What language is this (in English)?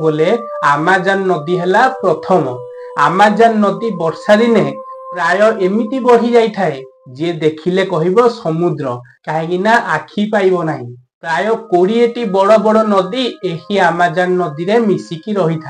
Odia